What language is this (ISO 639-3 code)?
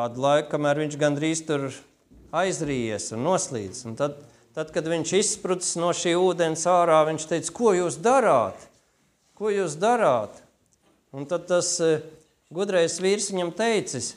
lav